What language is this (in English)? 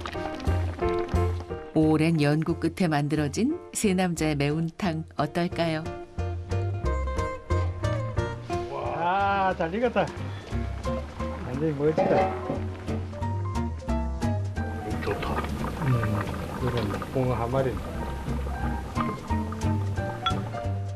Korean